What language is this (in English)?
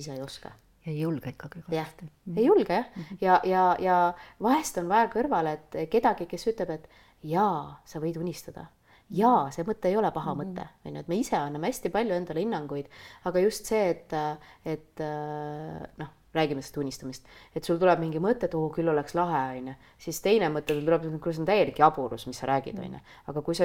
Estonian